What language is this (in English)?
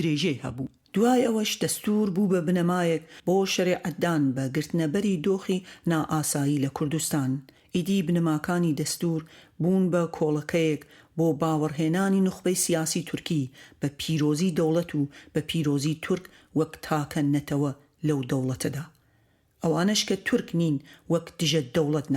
Central Kurdish